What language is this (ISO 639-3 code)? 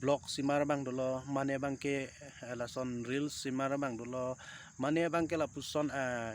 mjw